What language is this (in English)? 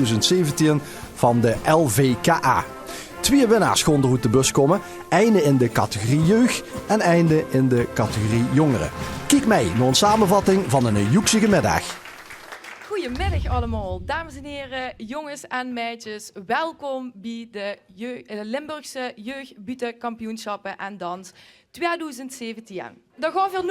Limburgish